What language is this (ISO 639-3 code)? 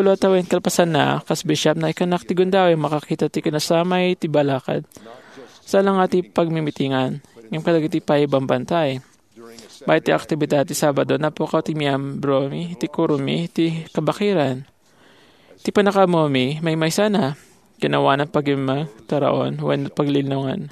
ilo